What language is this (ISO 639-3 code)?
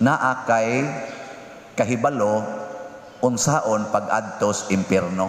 ceb